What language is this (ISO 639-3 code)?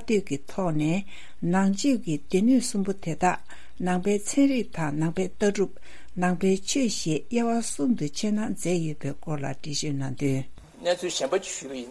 bod